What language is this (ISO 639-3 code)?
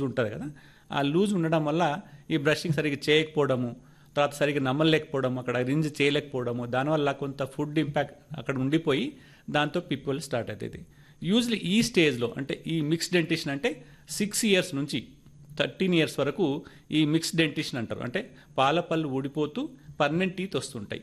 tel